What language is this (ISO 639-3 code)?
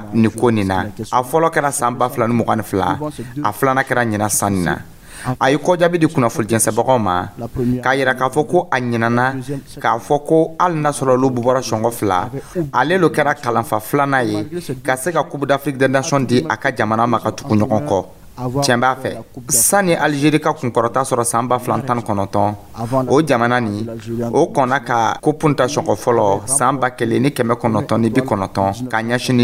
dyu